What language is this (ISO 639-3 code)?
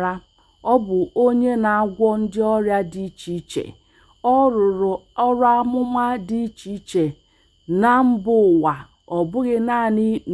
ibo